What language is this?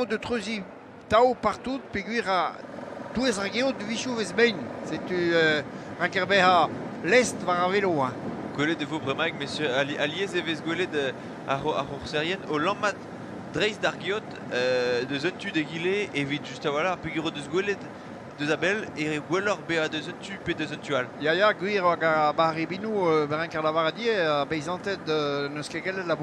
Breton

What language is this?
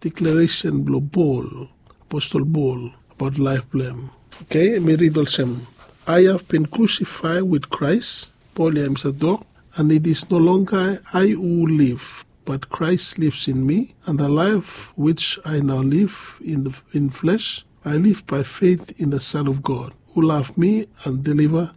Bislama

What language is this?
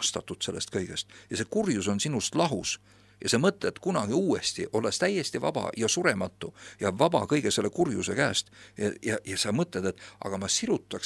Estonian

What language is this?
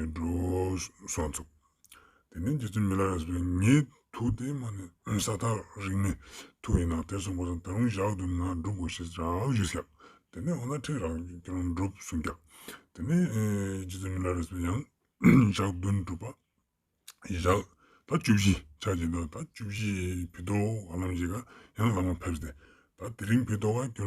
Ladakhi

